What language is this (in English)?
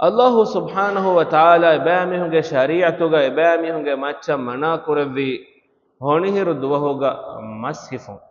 Divehi